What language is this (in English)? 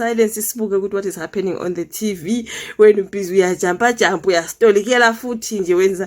Zulu